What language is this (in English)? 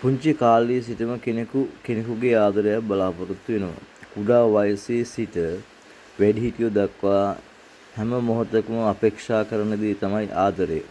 Sinhala